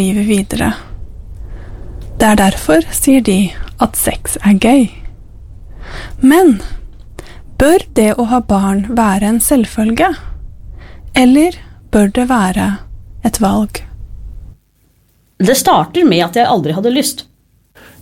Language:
Norwegian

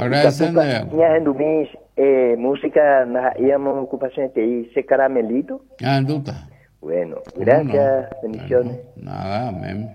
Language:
Guarani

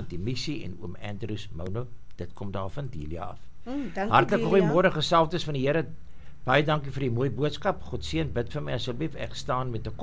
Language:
Afrikaans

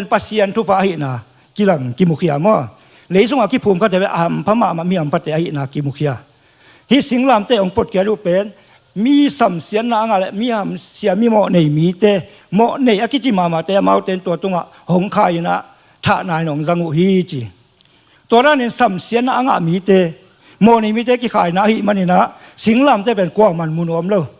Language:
Tedim Chin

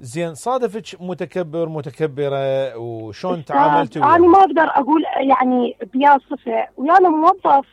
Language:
Mesopotamian Arabic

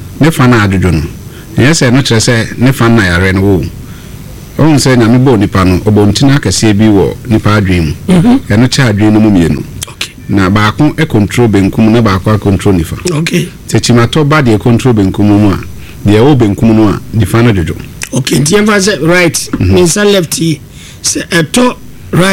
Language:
Akan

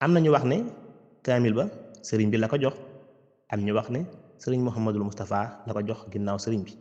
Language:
Wolof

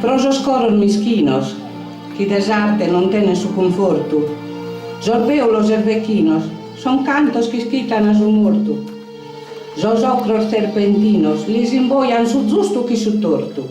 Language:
Sardinian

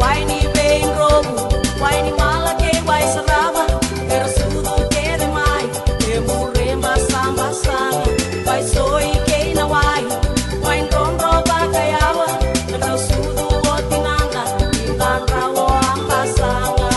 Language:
Fijian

